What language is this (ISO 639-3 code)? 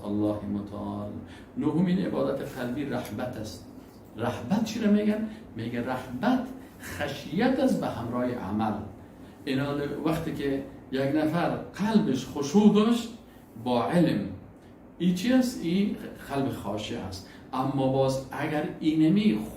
fas